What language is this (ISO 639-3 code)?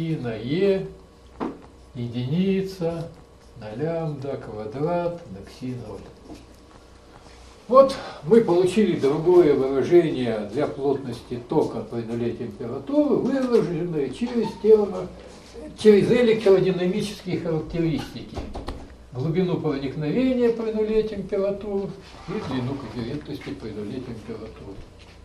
rus